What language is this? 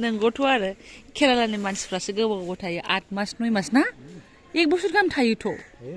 Bodo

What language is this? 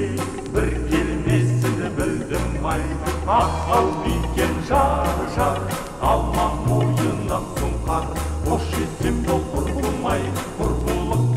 Kazakh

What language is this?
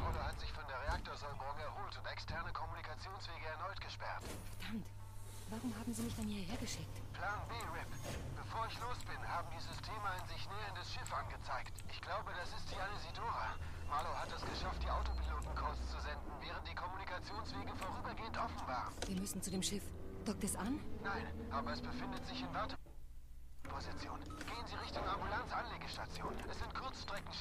Bavarian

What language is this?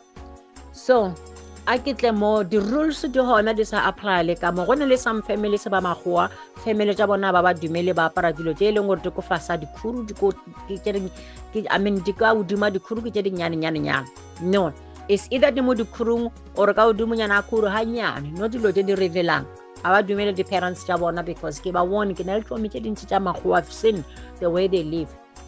Northern Sotho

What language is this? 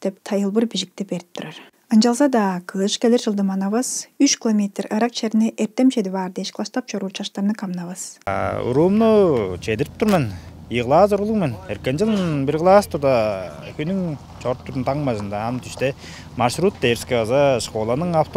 Tuvinian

